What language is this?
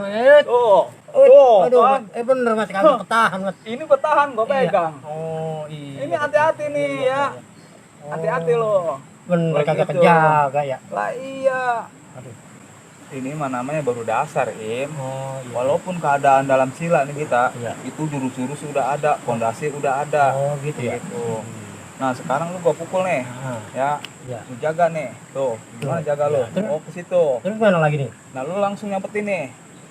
Betawi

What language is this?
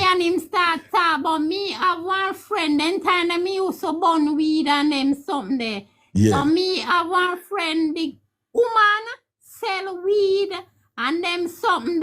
Jamaican Creole English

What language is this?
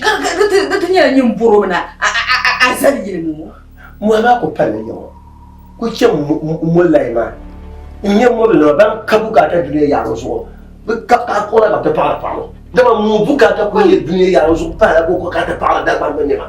Dagbani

